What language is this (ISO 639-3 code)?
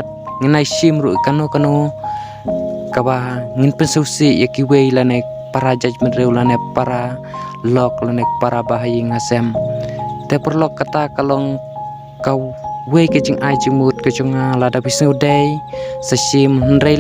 kha